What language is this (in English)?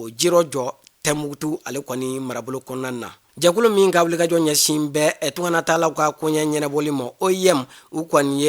Bambara